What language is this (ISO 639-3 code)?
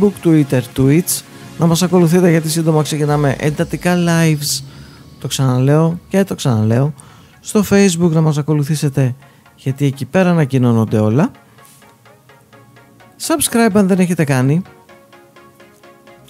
ell